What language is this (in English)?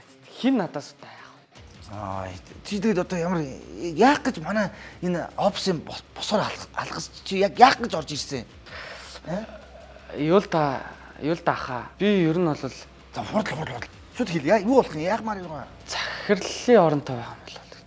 Mongolian